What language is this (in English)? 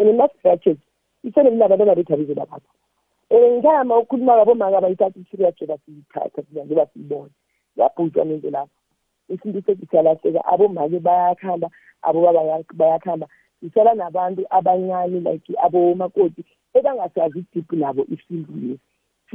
South Ndebele